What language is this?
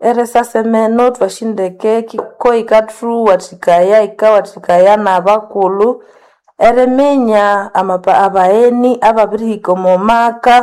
Nande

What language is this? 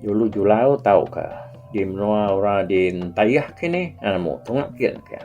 Iban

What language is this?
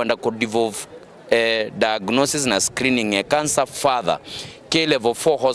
Meru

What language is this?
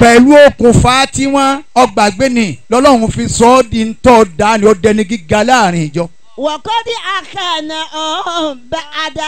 Yoruba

